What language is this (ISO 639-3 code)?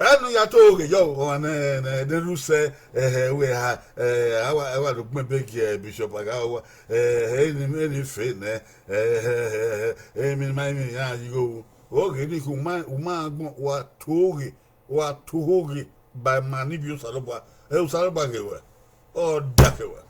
bin